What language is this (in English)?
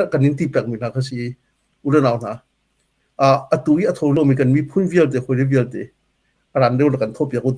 Hakha Chin